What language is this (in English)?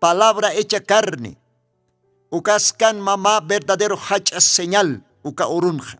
Aymara